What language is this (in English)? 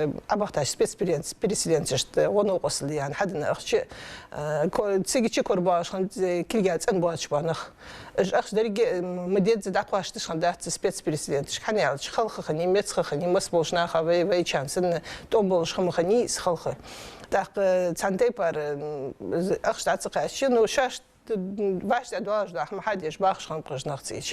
Ingush